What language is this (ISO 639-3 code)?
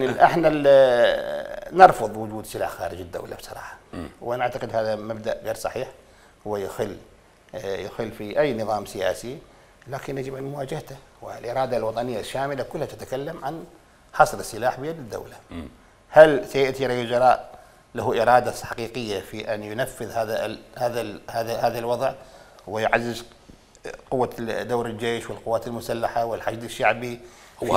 acm